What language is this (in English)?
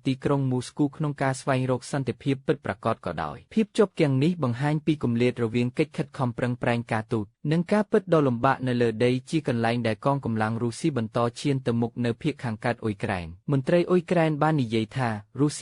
Khmer